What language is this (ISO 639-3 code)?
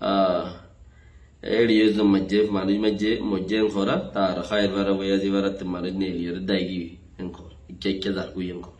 rhg